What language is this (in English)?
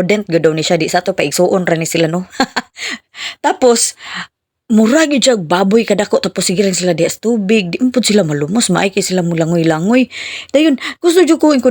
Cebuano